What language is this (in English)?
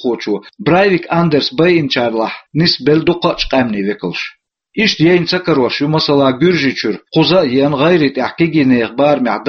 Chechen